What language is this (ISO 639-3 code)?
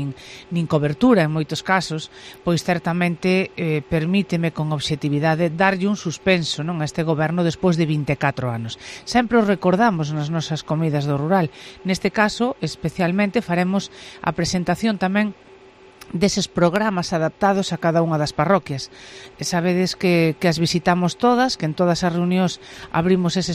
glg